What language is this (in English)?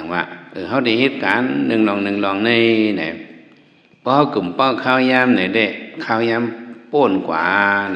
Shan